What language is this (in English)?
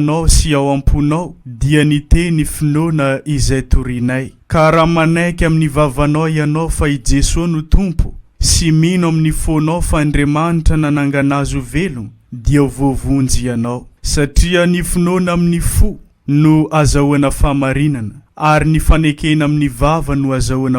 Malagasy